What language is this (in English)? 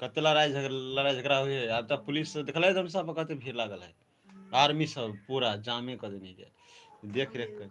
Maithili